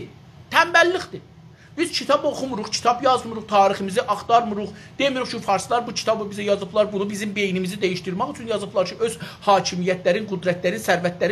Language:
South Azerbaijani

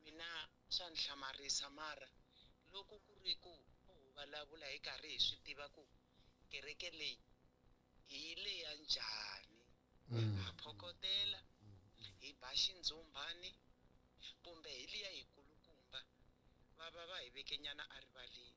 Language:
Tsonga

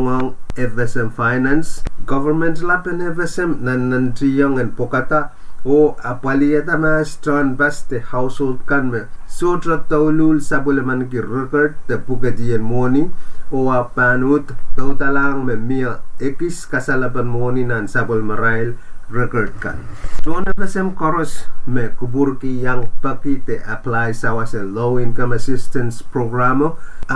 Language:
Pohnpeian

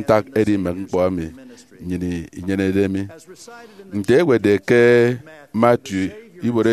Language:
Efik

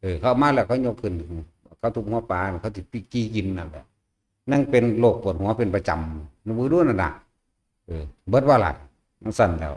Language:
Northeastern Thai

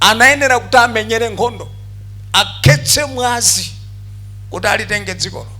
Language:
Nyanja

